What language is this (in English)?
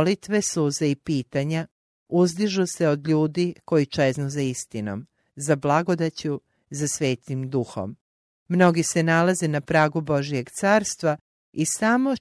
Croatian